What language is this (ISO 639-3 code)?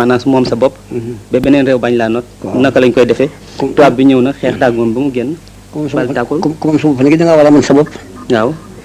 wol